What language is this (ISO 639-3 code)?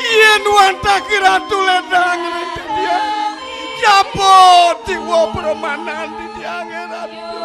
ban